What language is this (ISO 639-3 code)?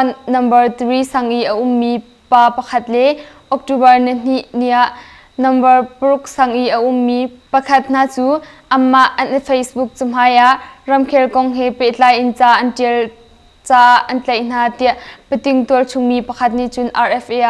cnh